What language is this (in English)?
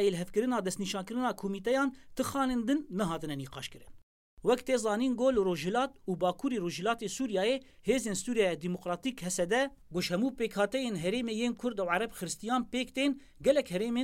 Kurdish